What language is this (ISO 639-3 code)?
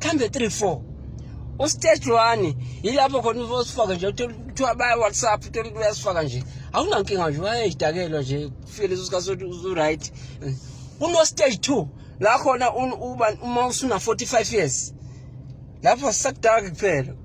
zul